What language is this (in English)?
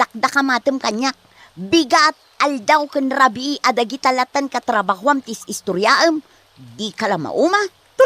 Iloko